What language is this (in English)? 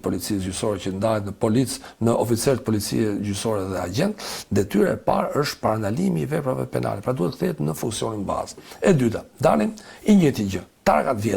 Albanian